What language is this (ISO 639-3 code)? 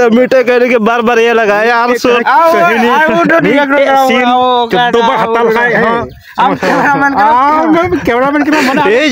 sat